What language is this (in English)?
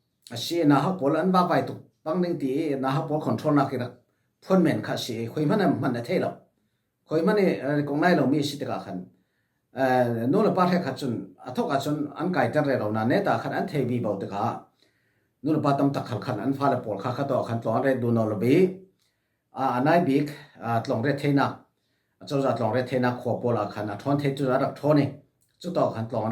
Falam Chin